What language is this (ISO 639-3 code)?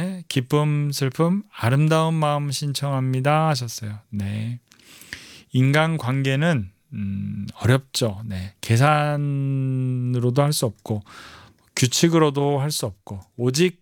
kor